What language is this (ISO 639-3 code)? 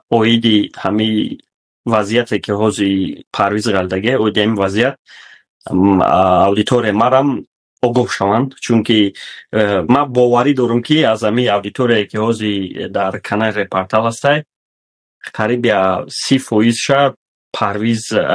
tgk